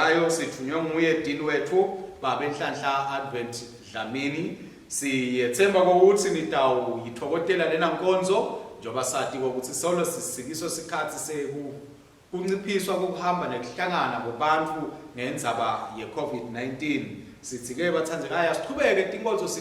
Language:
Swati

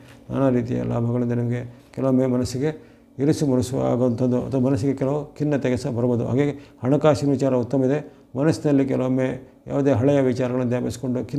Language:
Kannada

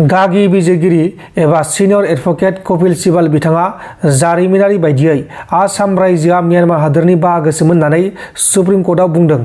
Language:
Bodo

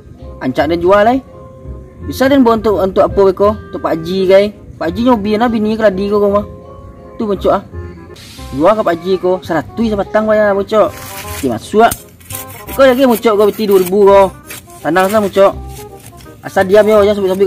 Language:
Minangkabau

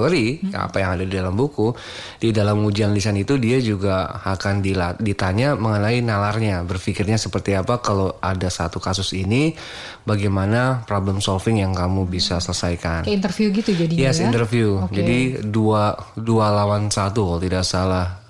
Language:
Indonesian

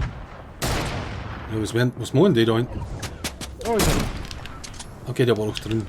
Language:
Bavarian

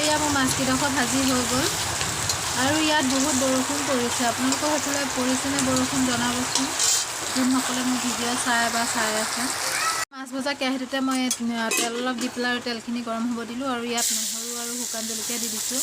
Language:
Assamese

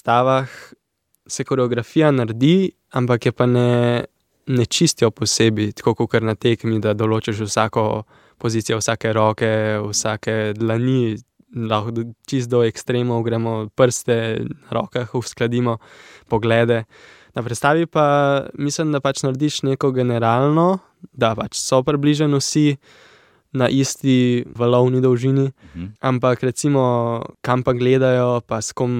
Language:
Slovenian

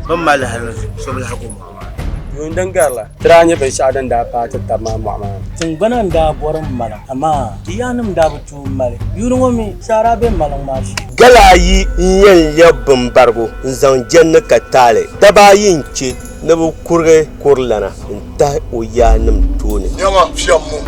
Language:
Dagbani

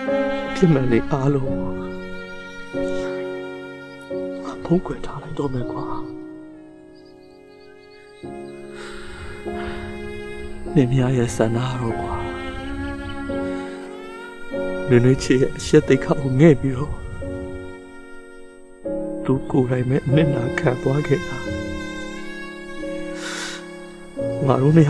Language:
Burmese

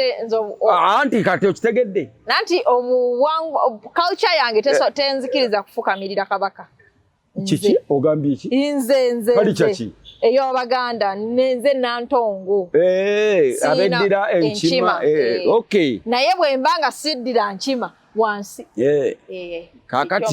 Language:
Ganda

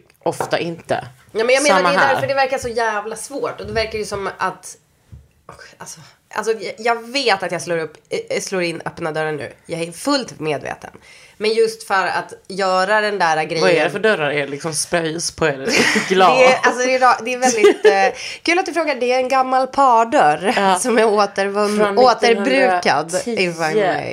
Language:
Swedish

